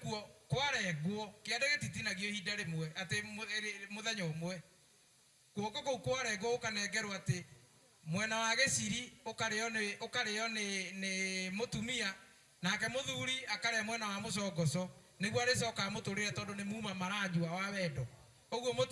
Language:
Kikuyu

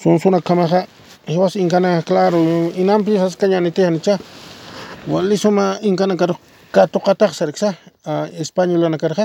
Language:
Aymara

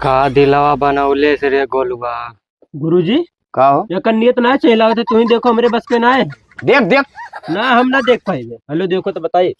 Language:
Awadhi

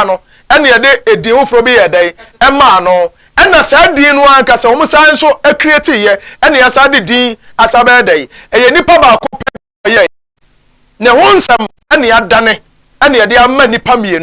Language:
Akan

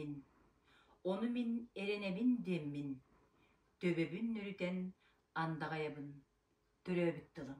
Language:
Yakut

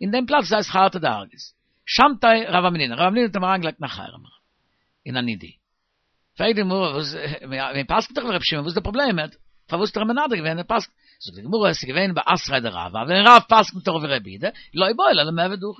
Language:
Yiddish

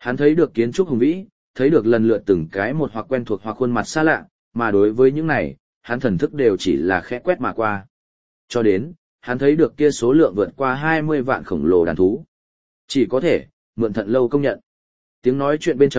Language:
Vietnamese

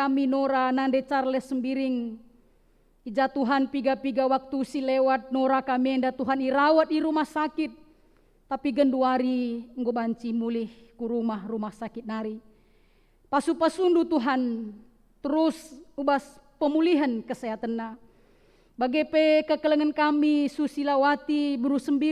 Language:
Batak Karo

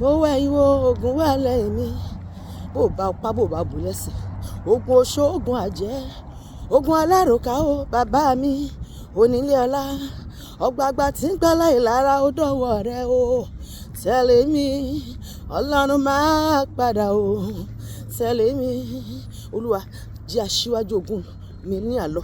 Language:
Yoruba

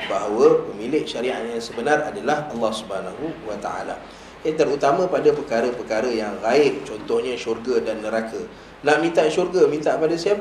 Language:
Malay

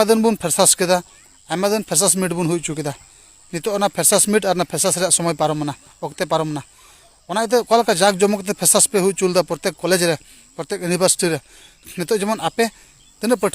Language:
Santali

